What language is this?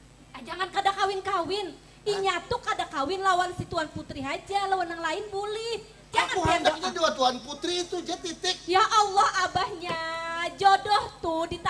Banjar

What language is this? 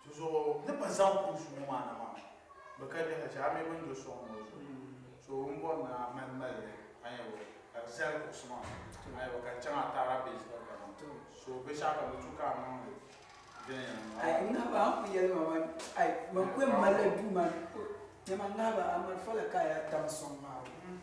Dagbani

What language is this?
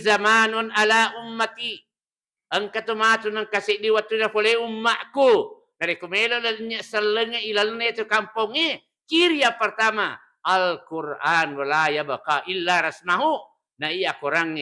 Buginese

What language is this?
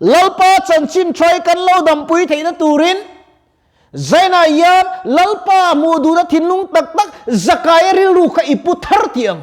Mizo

